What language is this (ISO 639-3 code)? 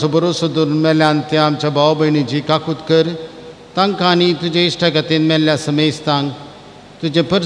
kok